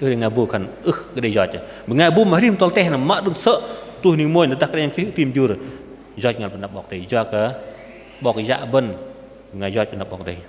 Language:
Bahnar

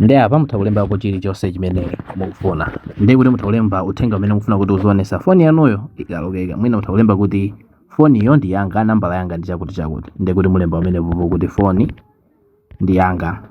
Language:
Nyanja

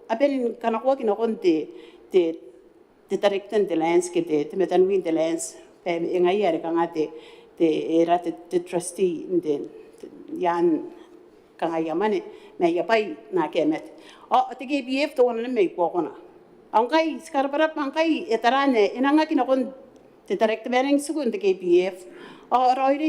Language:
Gilbertese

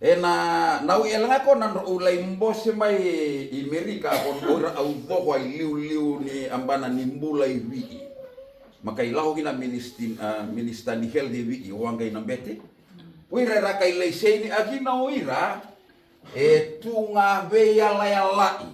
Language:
Fijian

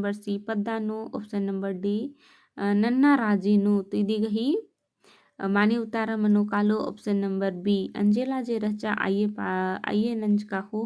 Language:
Kurukh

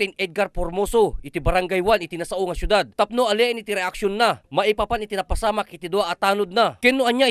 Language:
Iloko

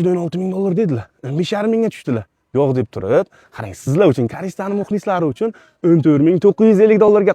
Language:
Uzbek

